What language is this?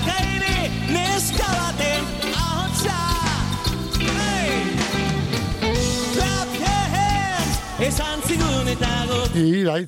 Basque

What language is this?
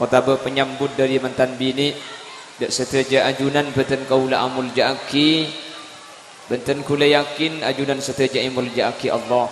Madurese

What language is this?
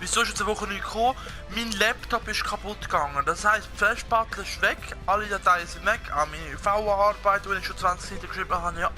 Swiss German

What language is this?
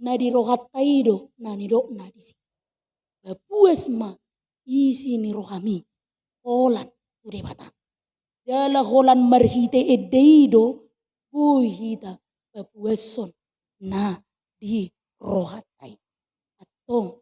Batak Toba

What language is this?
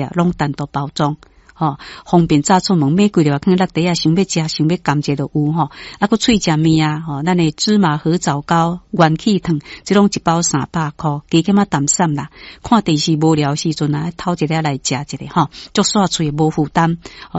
Min Nan Chinese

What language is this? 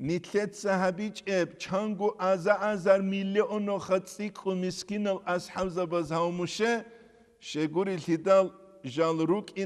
Avaric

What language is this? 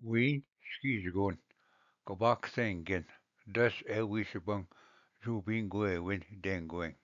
Ojibwa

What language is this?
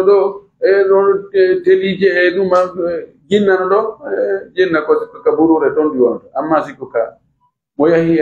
Fula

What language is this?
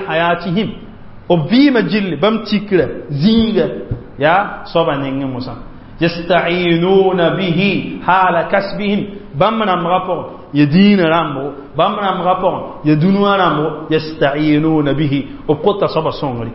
Mossi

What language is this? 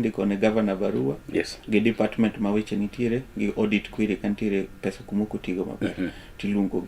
Luo (Kenya and Tanzania)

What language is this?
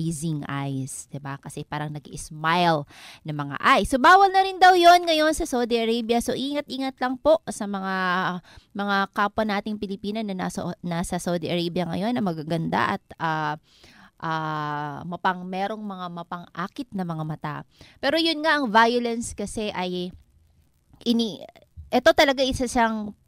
Filipino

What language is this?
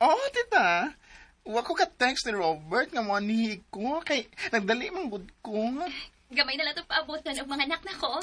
Cebuano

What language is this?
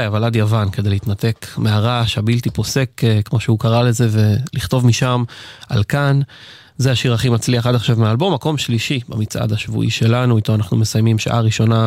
Hebrew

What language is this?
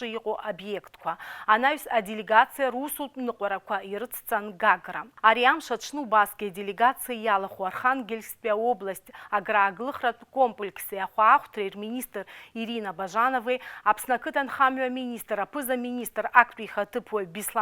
Abkhazian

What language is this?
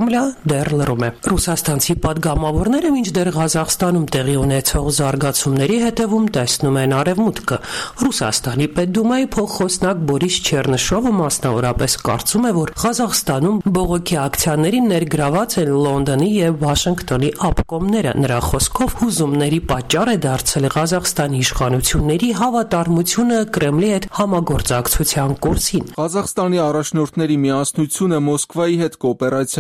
Armenian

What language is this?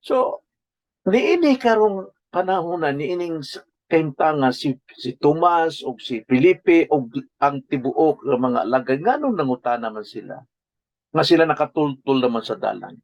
Cebuano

